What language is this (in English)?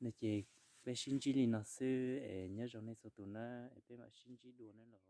Hmong